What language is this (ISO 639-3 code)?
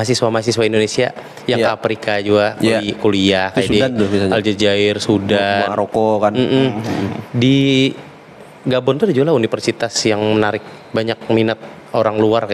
bjn